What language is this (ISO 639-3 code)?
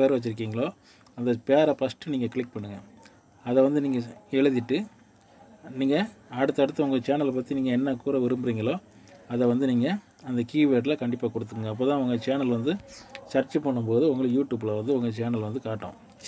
tam